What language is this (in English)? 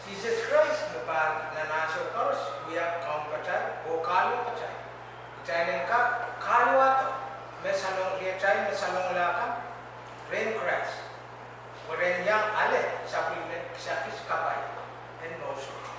Pohnpeian